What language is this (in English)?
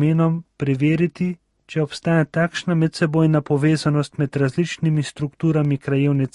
Slovenian